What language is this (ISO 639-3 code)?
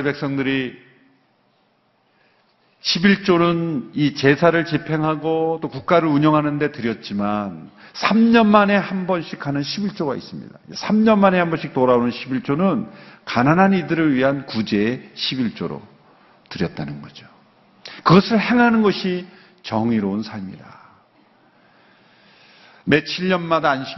kor